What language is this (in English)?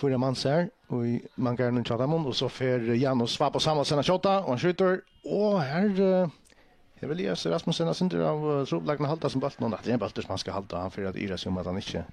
Faroese